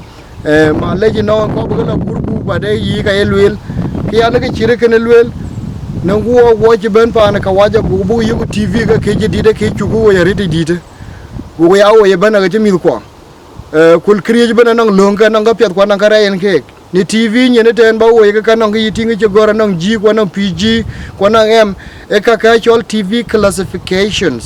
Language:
Dinka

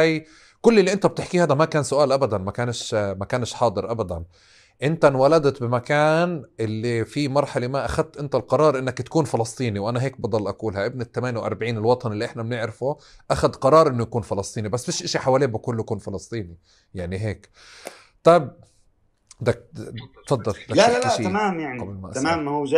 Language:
North Levantine Arabic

